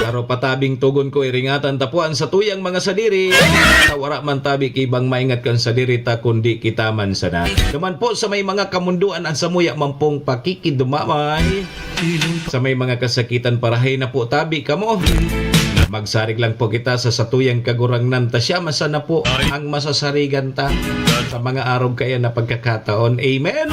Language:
Bikol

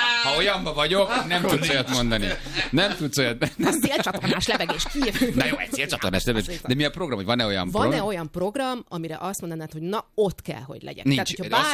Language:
Hungarian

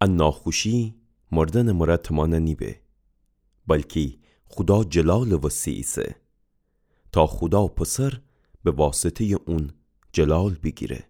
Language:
Gilaki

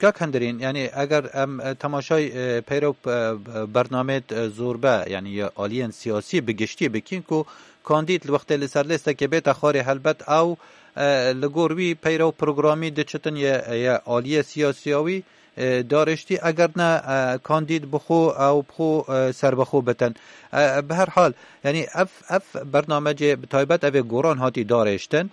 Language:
Kurdish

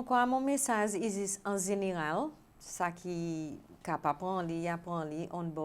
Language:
Seselwa Creole French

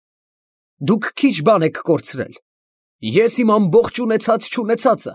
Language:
Armenian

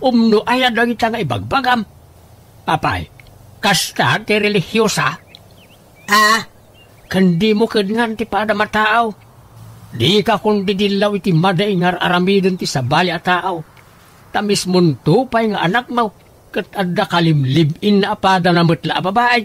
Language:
Iloko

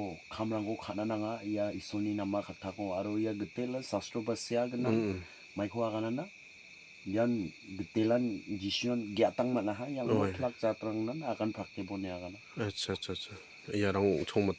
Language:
Garo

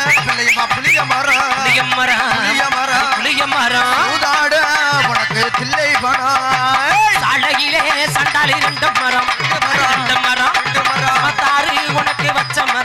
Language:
Tamil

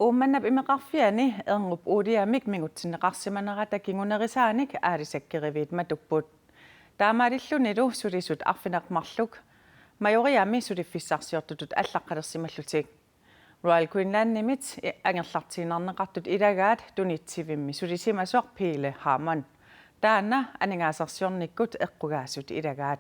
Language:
Kalaallisut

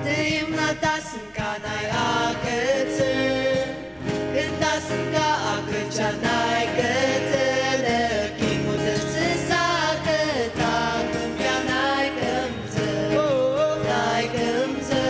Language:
Ao Naga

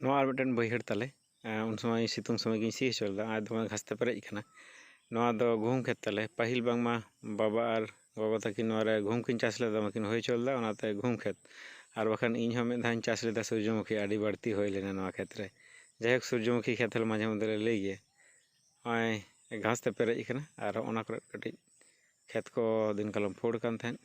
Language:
Santali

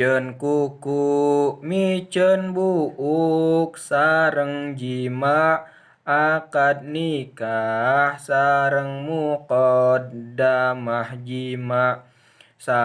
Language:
Sundanese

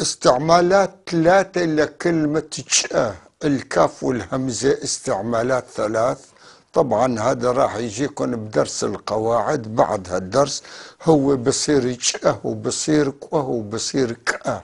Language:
North Levantine Arabic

